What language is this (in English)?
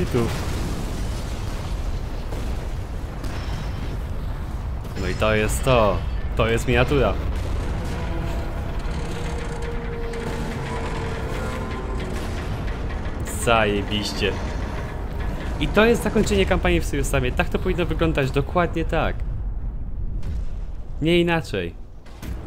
Polish